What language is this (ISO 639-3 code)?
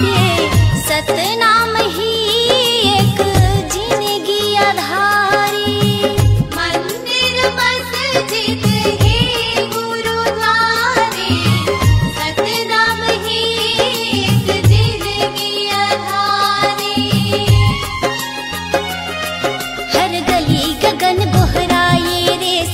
hne